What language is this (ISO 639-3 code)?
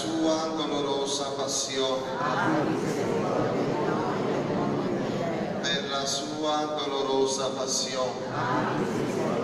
ita